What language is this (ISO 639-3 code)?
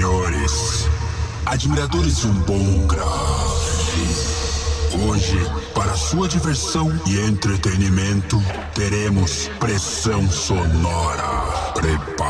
por